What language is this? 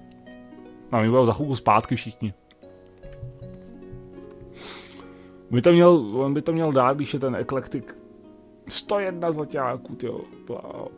Czech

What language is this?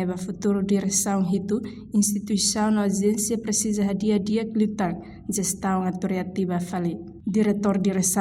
Tetum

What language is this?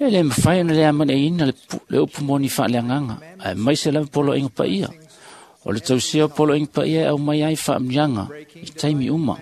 Samoan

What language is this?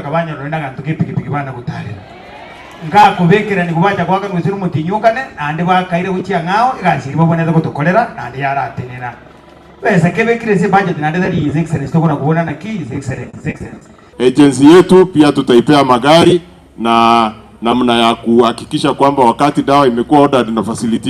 Gusii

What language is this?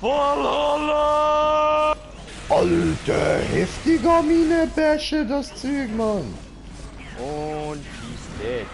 Swiss German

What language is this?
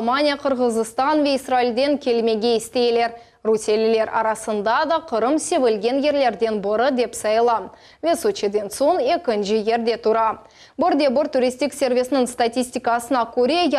Crimean Tatar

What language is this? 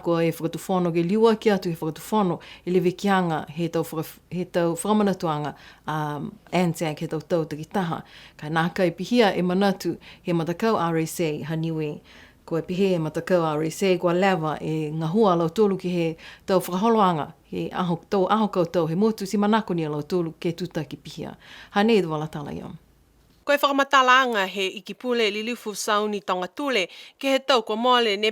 Niuean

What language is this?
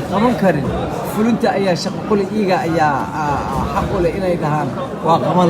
Somali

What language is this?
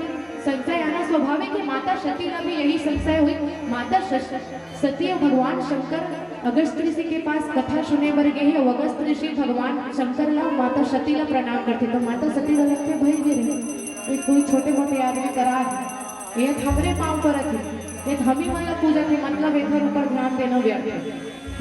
Chhattisgarhi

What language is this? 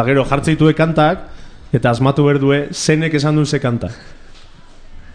Basque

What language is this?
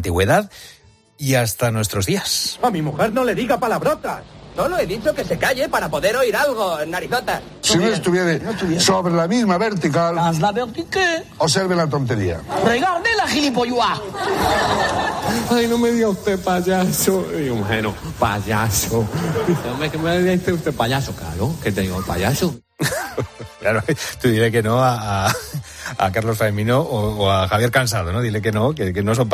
Spanish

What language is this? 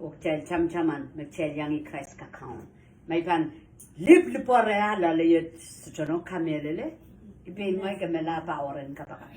Pohnpeian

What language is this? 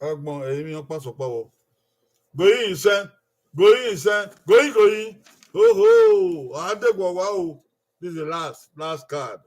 Bini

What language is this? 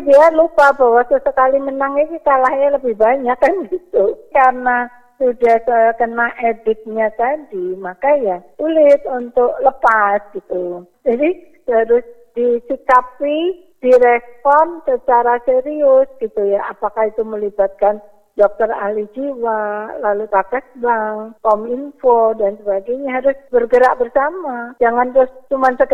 Indonesian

